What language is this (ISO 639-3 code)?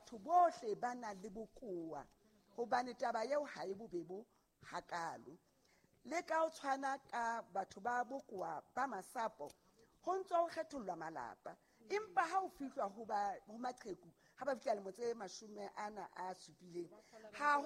sot